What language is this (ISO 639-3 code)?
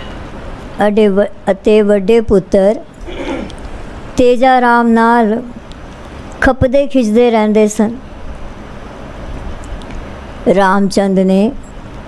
pan